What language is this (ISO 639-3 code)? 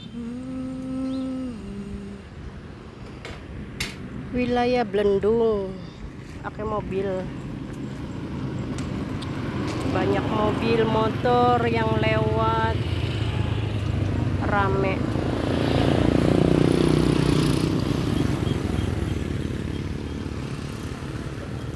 ind